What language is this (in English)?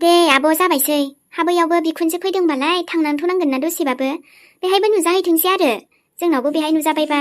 Bodo